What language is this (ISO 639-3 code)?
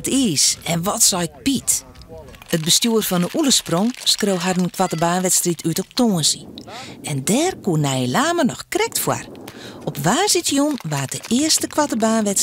fry